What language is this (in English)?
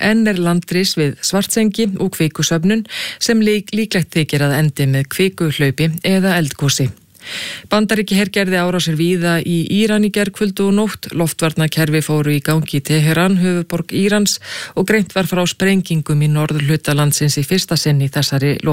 Icelandic